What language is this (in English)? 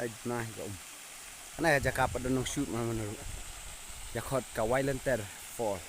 Khasi